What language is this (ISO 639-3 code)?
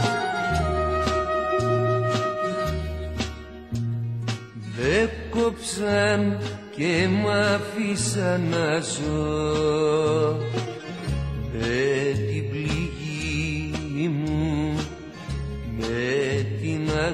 ell